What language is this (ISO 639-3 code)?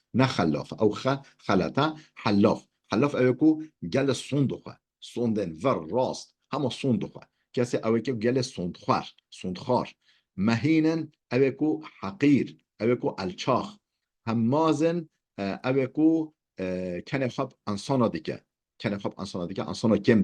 kur